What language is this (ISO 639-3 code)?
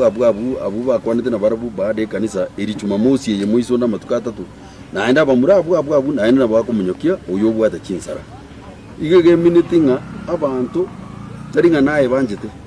guz